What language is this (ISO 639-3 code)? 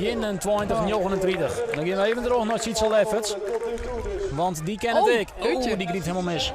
fry